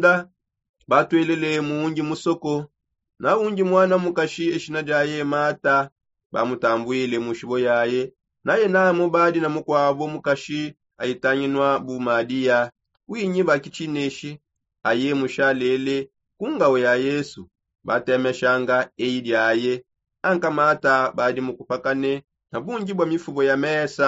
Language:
Songe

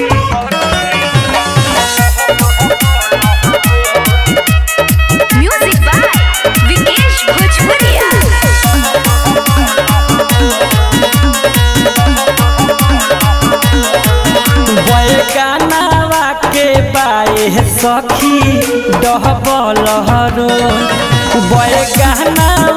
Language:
Bhojpuri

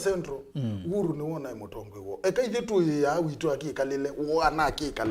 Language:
Kamba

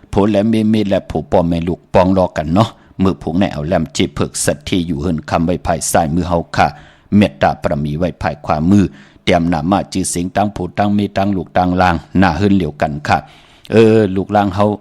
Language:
Shan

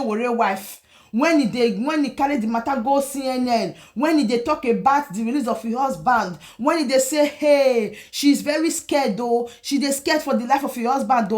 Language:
Nigerian Pidgin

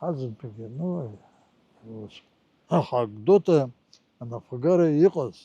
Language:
Abkhazian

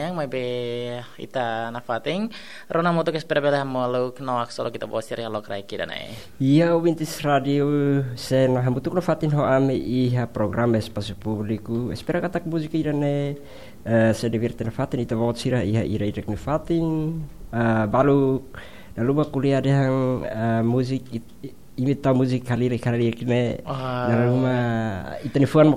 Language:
Tetum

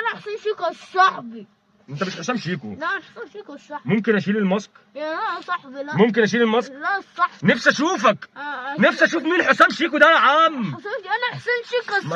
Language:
Egyptian Arabic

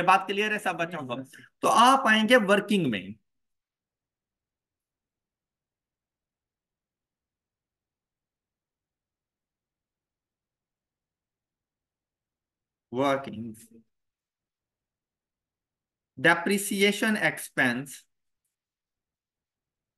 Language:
Hindi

